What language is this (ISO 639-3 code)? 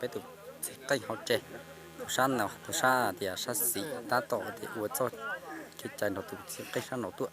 hmn